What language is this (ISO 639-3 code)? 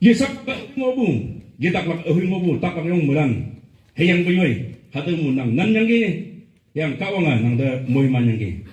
nbe